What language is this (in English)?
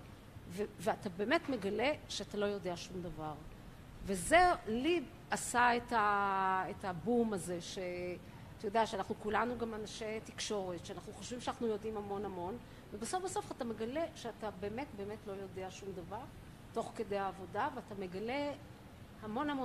Hebrew